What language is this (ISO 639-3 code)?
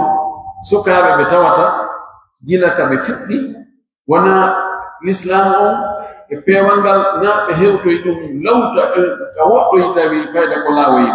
fuf